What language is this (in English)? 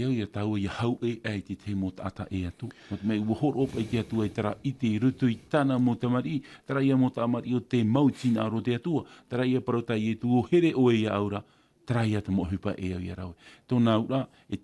Tahitian